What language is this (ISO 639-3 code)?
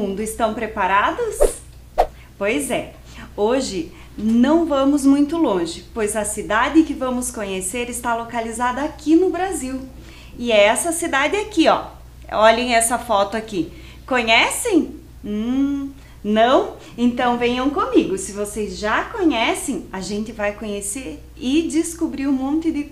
por